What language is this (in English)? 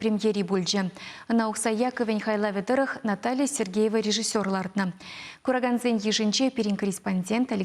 Chuvash